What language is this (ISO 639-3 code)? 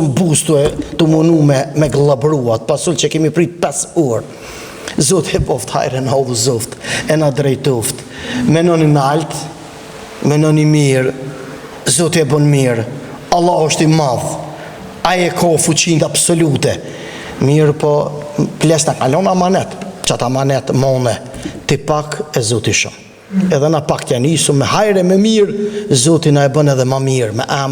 sqi